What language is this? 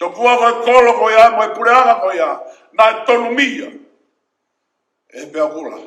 Tongan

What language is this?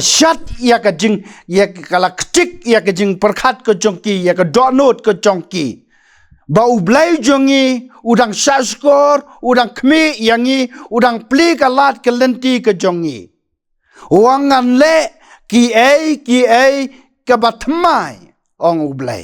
Khasi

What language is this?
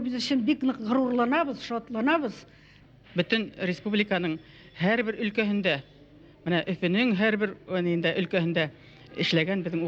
Bashkir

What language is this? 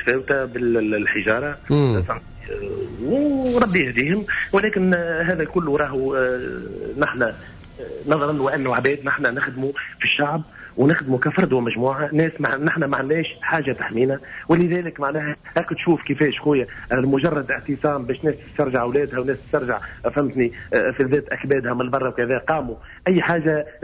Tunisian Arabic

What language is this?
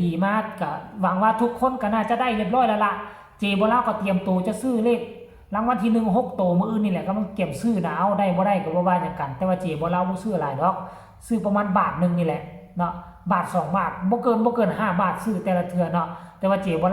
Northeastern Thai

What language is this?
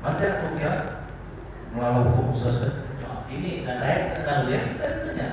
Iban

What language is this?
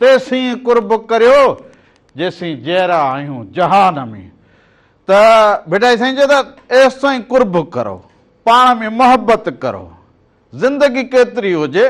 Sindhi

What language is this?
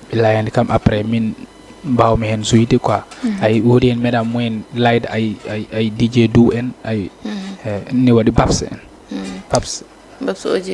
Fula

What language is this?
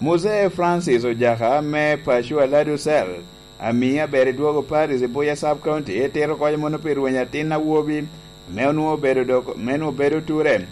Lango (Uganda)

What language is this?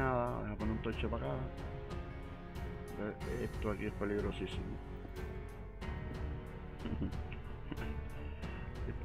Spanish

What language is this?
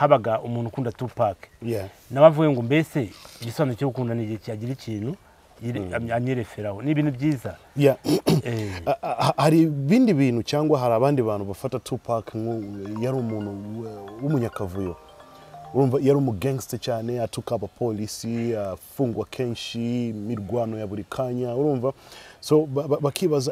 Kinyarwanda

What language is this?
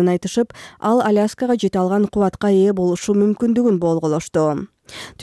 Kyrgyz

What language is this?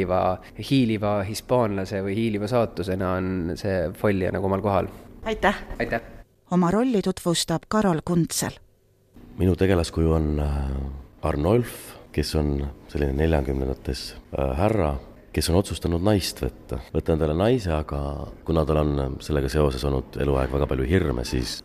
Estonian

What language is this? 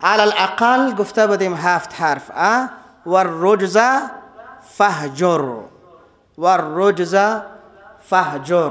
Persian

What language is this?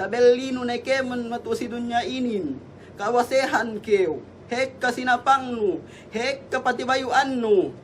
Yakan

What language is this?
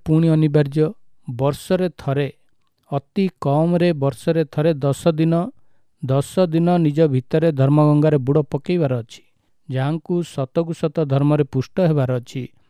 Odia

